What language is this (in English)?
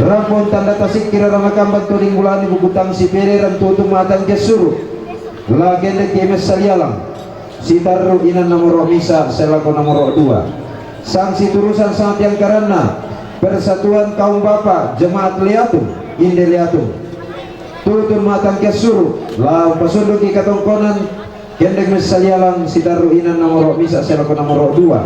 Toraja-Sa'dan